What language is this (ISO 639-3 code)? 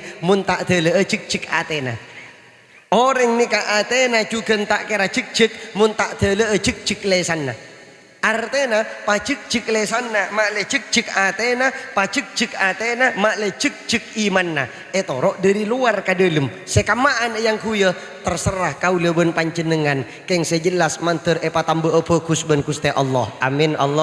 mad